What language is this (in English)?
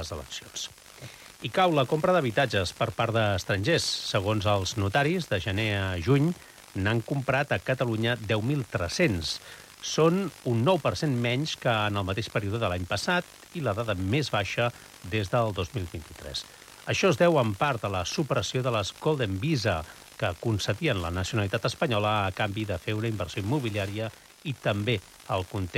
Catalan